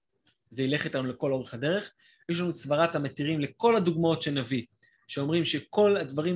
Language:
Hebrew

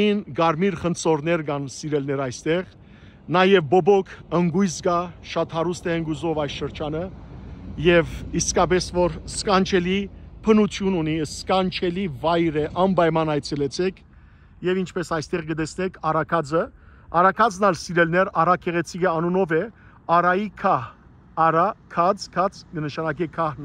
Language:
Western Armenian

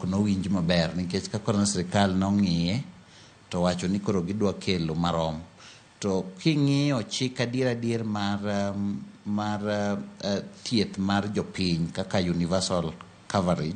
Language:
Luo (Kenya and Tanzania)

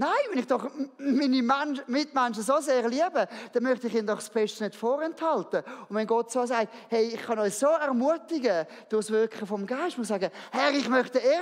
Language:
Swiss German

